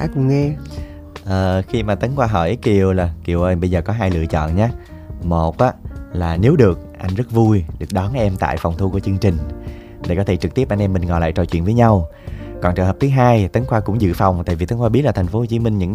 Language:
Vietnamese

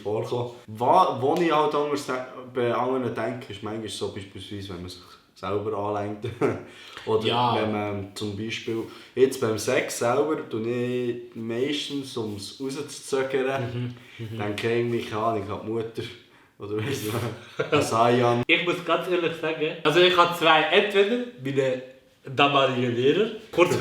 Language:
Swiss German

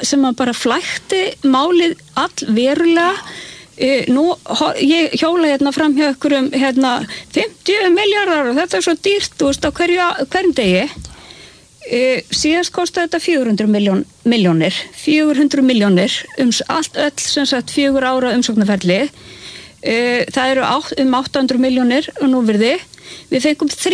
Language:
Icelandic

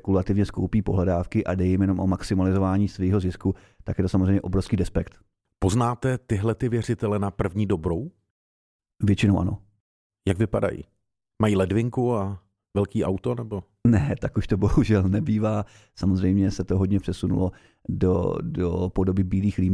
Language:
Czech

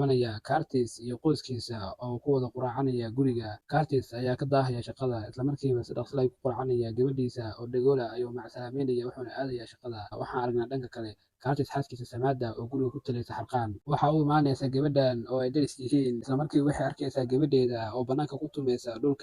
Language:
Somali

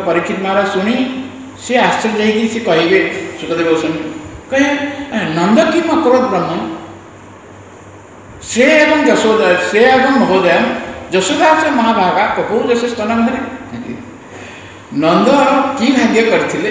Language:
Odia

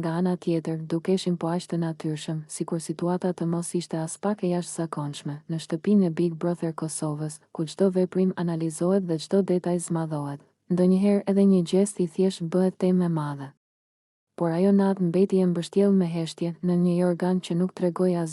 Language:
Albanian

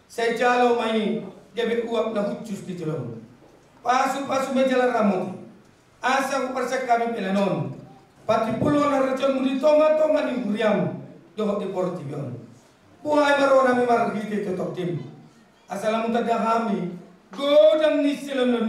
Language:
Batak Toba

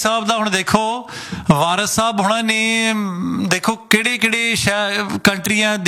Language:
Punjabi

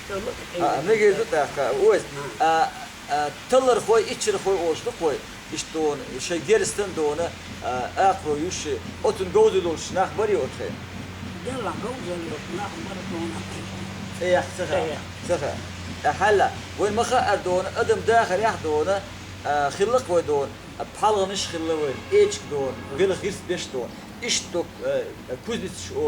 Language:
Chechen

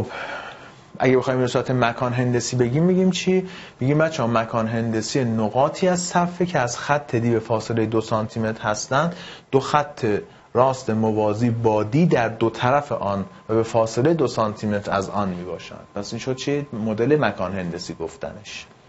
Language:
Persian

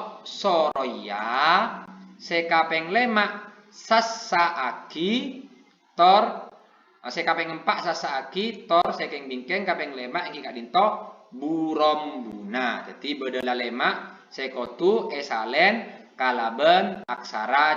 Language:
Madurese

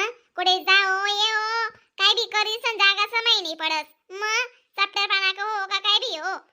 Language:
Khandesi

